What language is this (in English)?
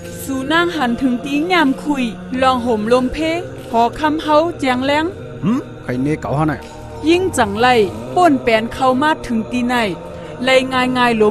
Shan